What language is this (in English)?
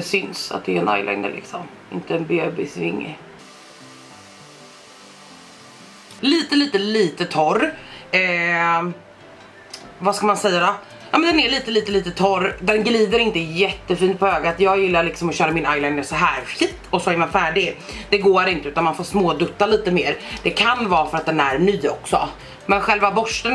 Swedish